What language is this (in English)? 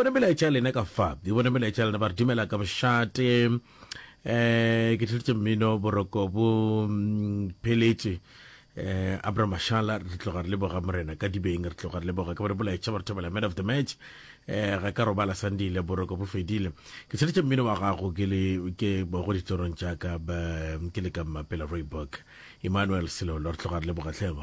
Northern Sotho